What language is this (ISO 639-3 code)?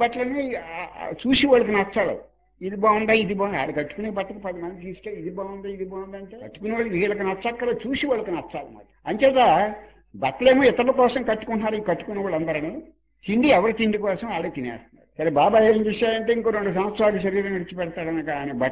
tel